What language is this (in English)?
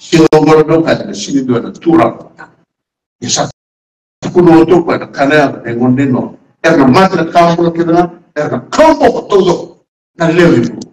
Fijian